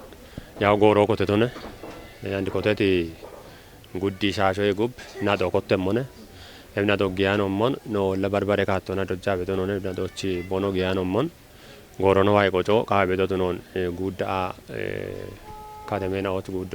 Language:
Kafa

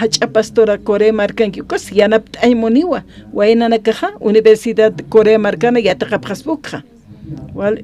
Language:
Aymara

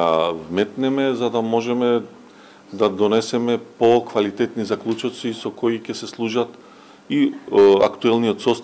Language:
Macedonian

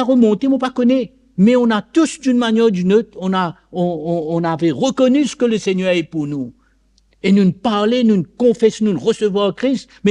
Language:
Morisyen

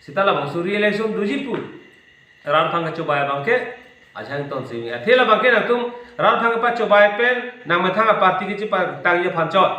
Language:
Karbi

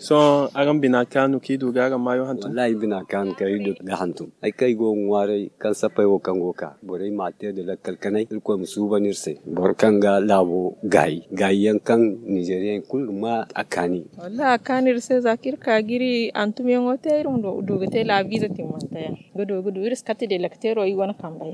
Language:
Zarma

